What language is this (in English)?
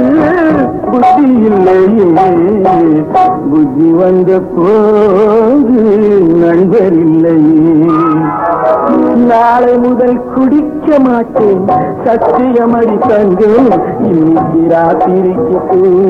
Tamil